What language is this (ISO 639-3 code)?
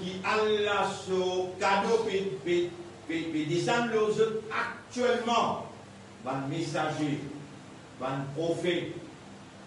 mfe